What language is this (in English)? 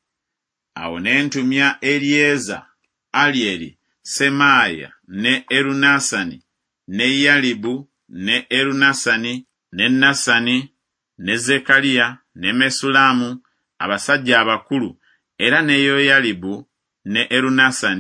Ganda